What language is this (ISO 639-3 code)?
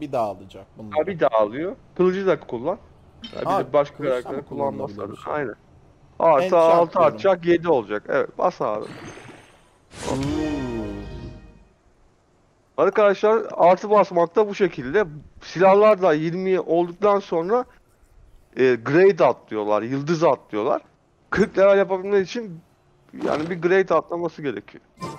tur